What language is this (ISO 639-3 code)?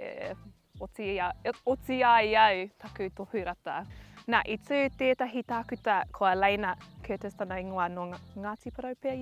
mri